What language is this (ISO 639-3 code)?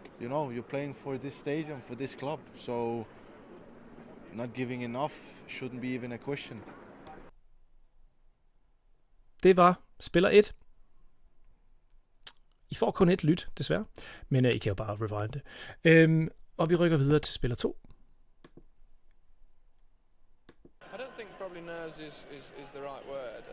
dan